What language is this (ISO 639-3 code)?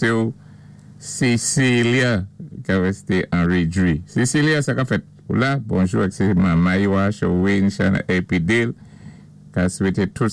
acf